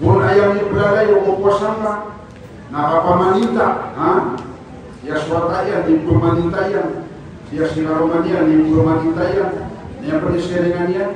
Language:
Maranao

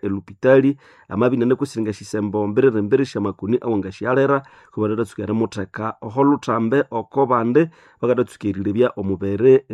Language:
Nande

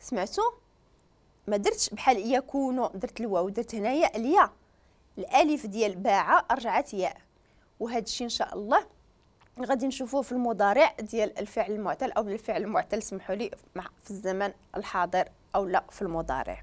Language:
Moroccan Arabic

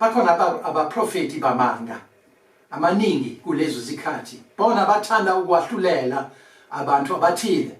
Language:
Zulu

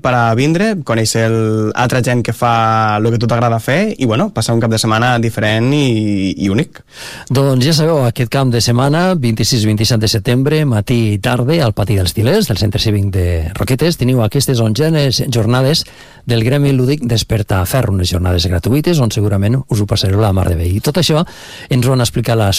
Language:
Catalan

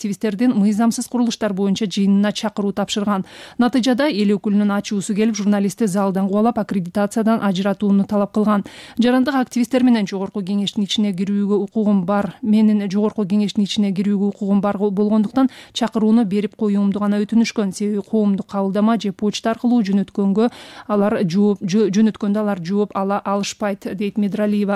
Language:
Kyrgyz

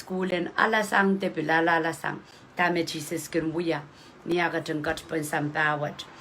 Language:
Pohnpeian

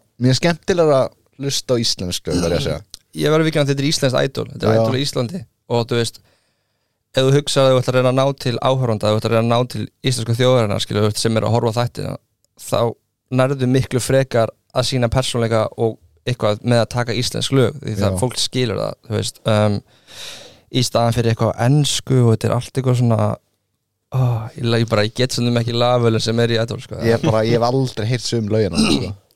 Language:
Icelandic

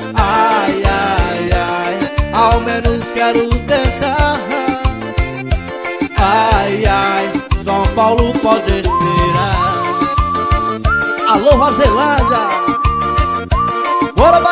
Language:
Portuguese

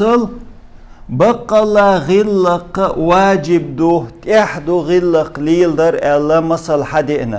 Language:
Chechen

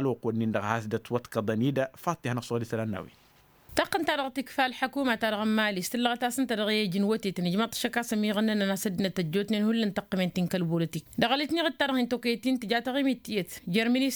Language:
Tamasheq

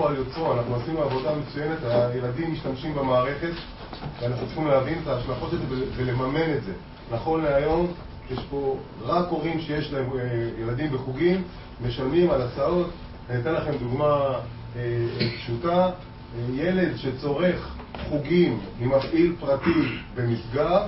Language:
Hebrew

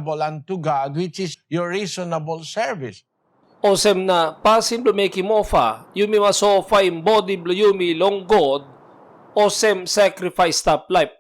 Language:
Tok Pisin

